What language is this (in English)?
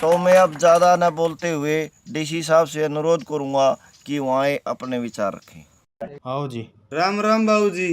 Haryanvi